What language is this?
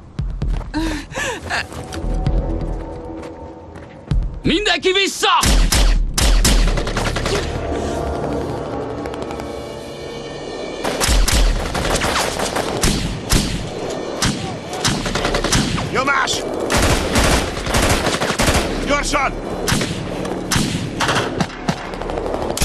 Hungarian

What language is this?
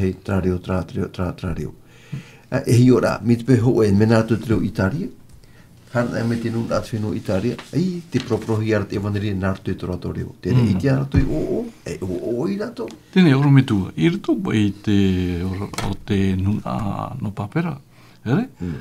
Tahitian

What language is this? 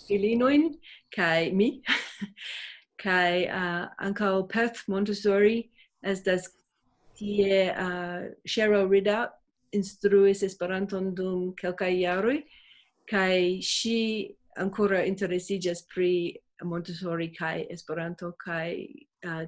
Esperanto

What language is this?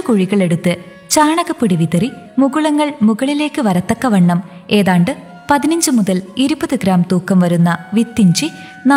Malayalam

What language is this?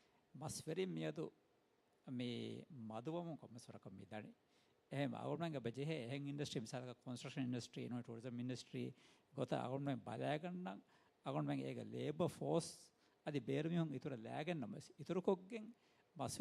Divehi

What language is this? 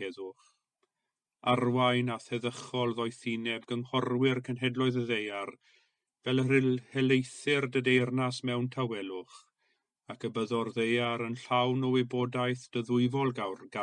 Welsh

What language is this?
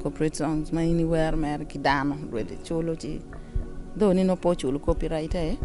Acoli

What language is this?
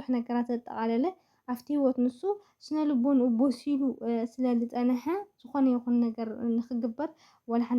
Tigrinya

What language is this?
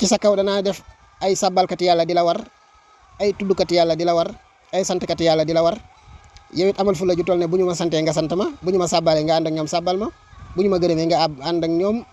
Wolof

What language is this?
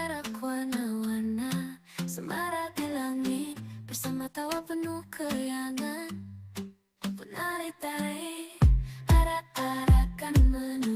Banjar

